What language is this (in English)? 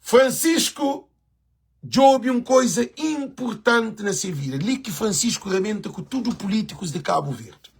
Kabuverdianu